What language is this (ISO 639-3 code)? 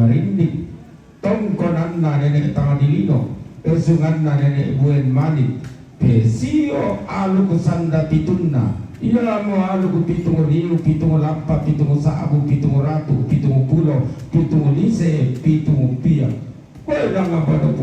sda